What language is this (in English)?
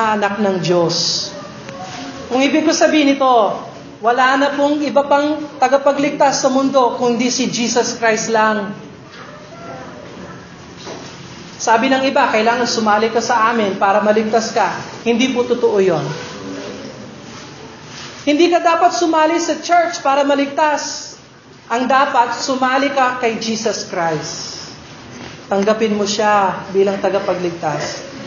Filipino